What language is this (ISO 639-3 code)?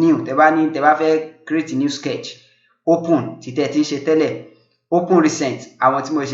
yor